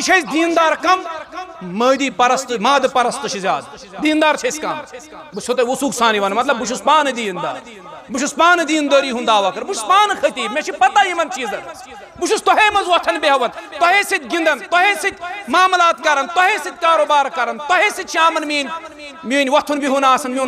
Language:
Kashmiri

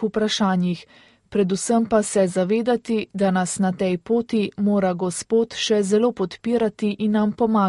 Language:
Slovenian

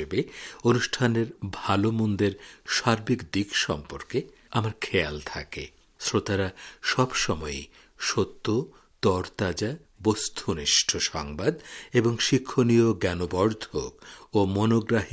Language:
Bangla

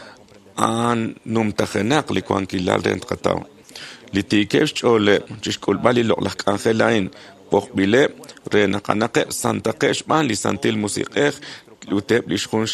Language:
Kekchí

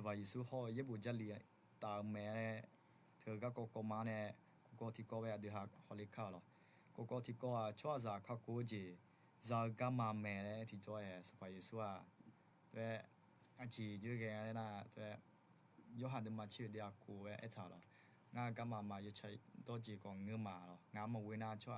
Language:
Akha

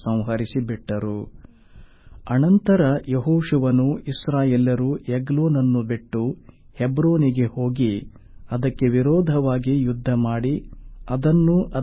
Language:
Kannada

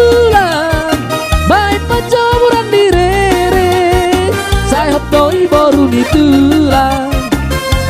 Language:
Batak Toba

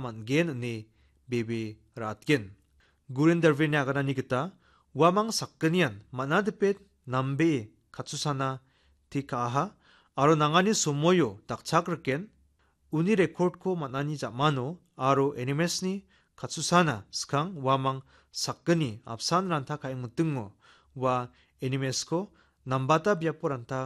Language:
Garo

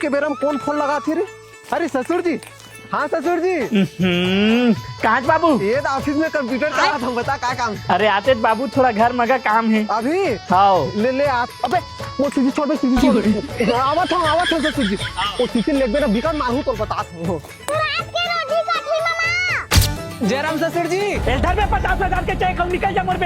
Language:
Chhattisgarhi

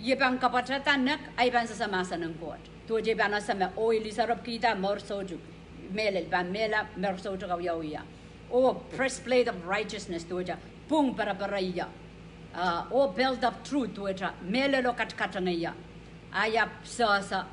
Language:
Pohnpeian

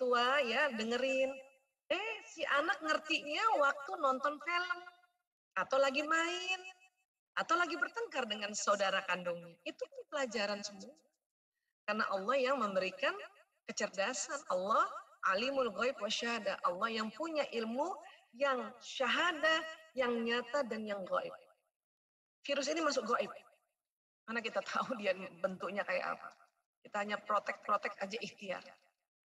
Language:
Indonesian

